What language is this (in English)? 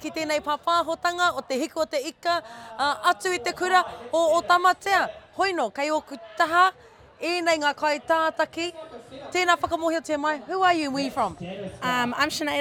Māori